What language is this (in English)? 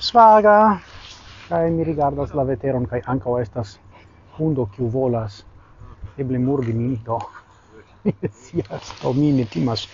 Esperanto